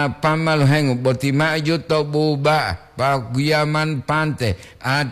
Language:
Gorontalo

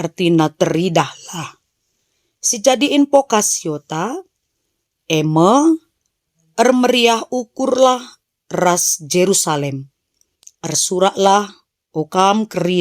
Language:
Batak Karo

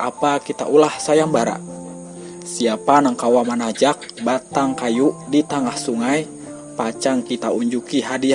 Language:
Banjar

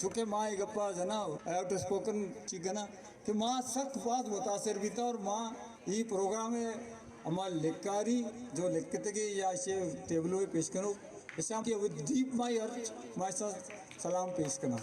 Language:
Baluchi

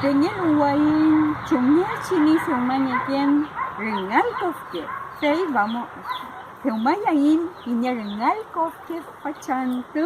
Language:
Mapuche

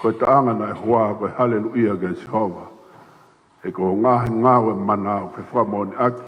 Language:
Tongan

